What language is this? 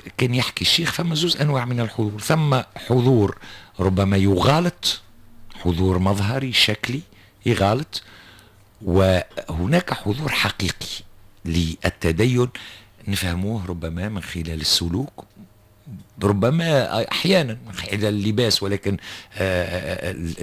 Tunisian Arabic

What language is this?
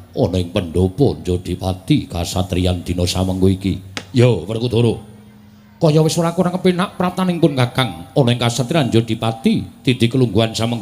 Javanese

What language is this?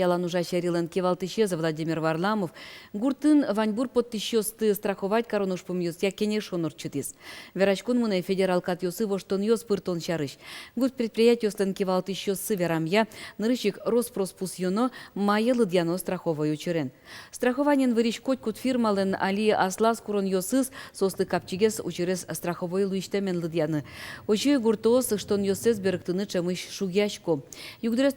Udmurt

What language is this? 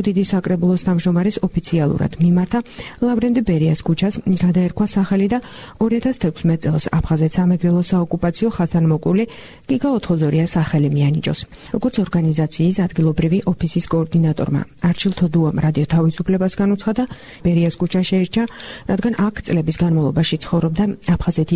Georgian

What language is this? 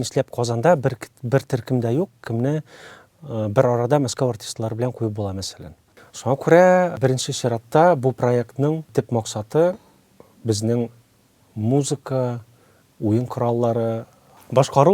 Tatar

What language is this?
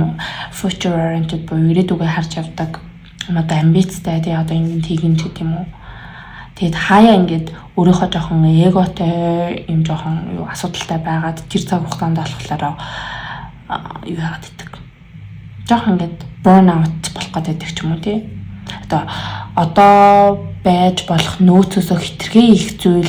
Mongolian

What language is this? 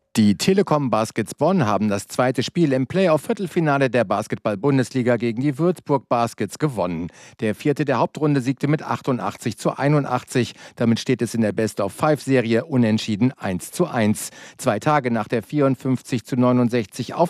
German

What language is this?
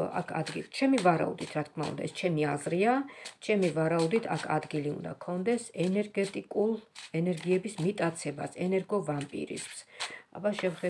Georgian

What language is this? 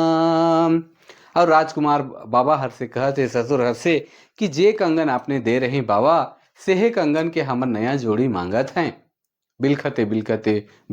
Sadri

